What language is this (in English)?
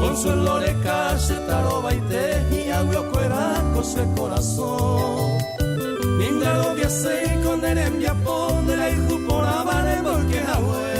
Guarani